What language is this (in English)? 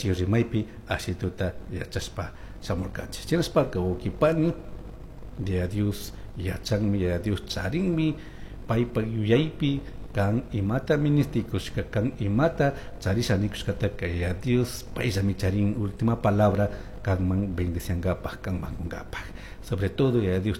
Chimborazo Highland Quichua